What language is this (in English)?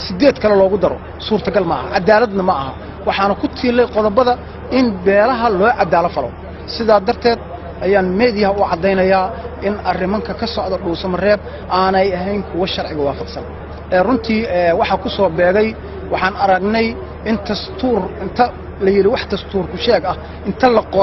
Somali